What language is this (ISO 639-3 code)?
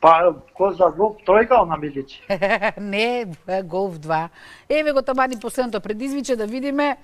mkd